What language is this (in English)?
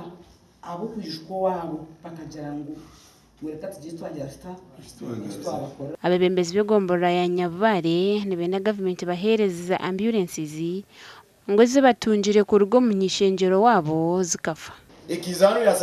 Nyankole